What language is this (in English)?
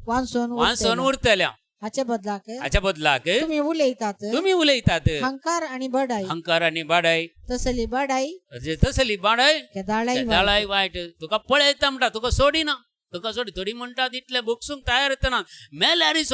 Konkani